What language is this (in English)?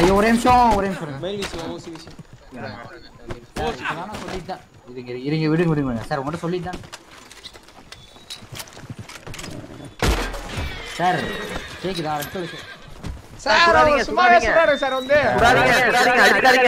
Tamil